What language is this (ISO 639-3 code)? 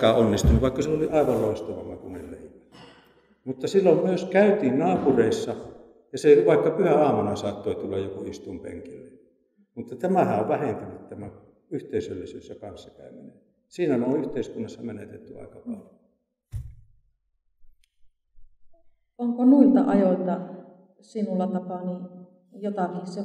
fin